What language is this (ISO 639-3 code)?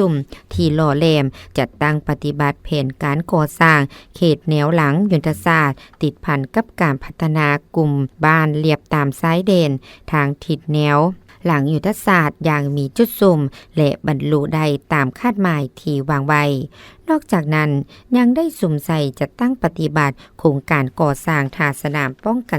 lao